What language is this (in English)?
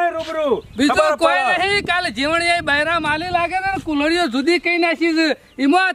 Gujarati